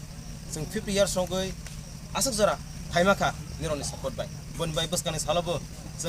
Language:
Kok Borok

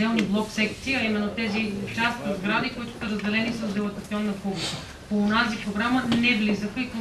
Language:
Bulgarian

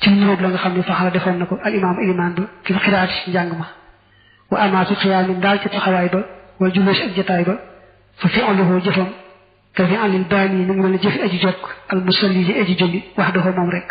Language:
Wolof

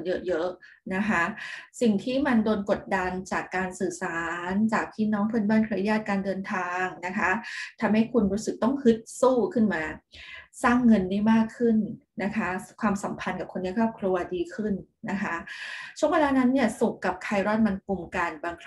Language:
Thai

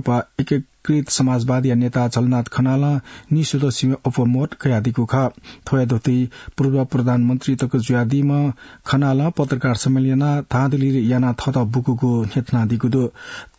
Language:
Newari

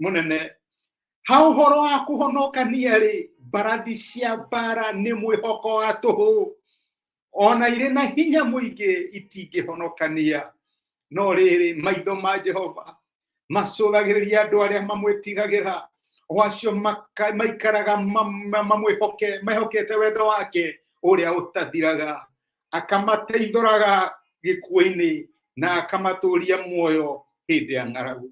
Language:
Kikuyu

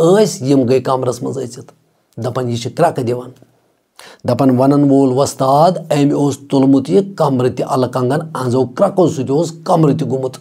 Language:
Kashmiri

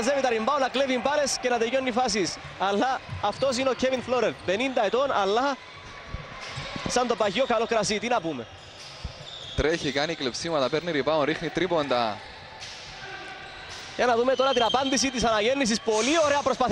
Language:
Greek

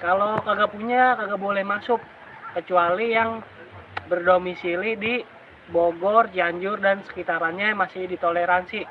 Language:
Betawi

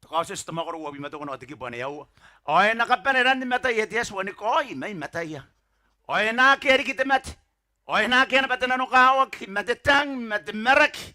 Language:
Gilbertese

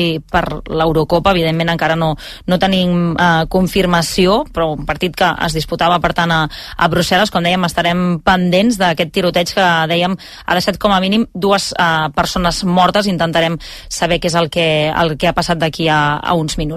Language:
Catalan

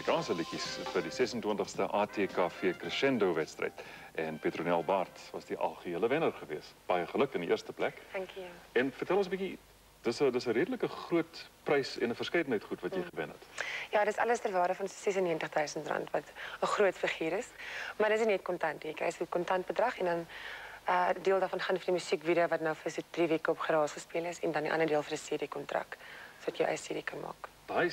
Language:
Afrikaans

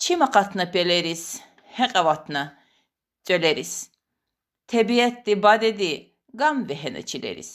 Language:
Lezghian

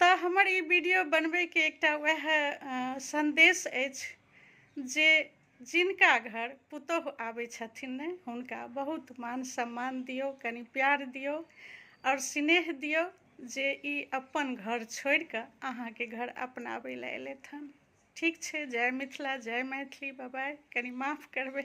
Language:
Maithili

